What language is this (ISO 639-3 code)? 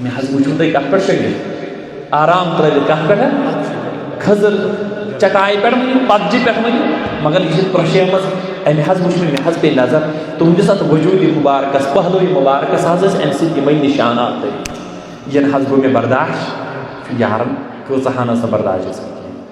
kas